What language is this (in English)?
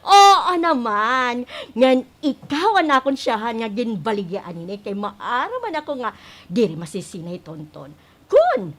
Waray